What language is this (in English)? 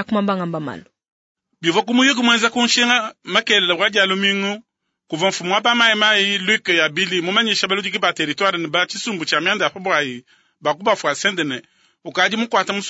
Luba-Lulua